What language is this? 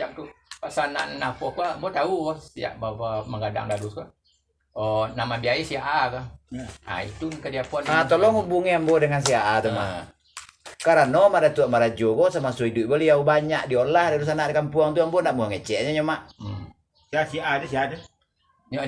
Minangkabau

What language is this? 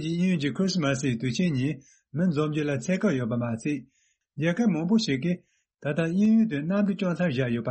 Tibetan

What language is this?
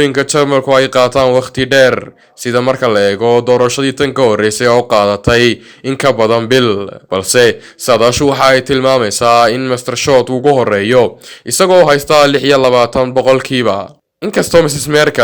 Somali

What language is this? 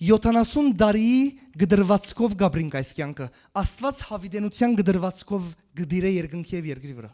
Western Armenian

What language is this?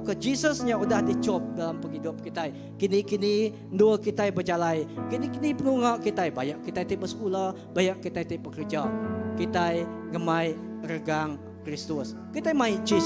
Iban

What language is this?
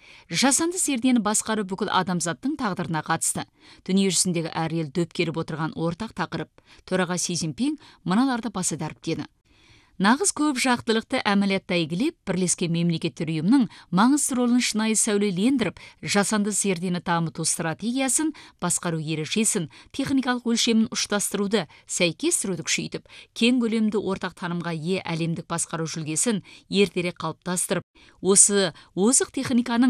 Kazakh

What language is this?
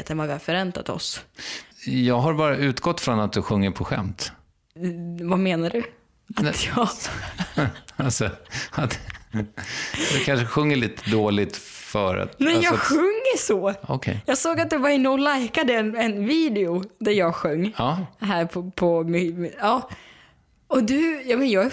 Swedish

